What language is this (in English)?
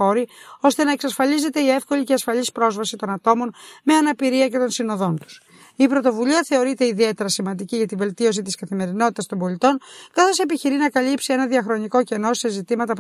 Greek